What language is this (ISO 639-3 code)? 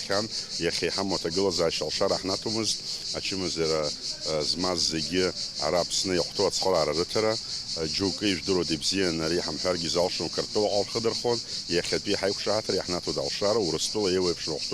abk